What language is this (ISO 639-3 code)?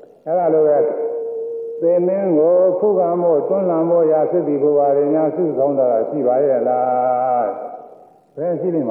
mya